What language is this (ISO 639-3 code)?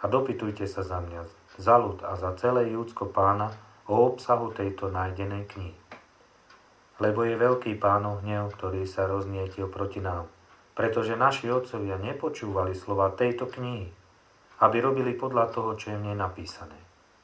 slk